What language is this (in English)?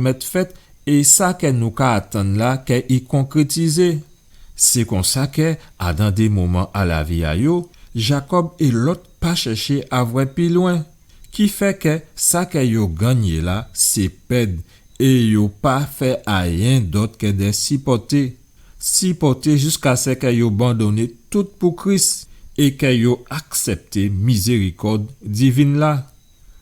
Guadeloupean Creole French